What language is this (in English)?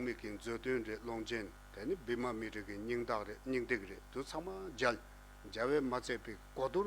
Tibetan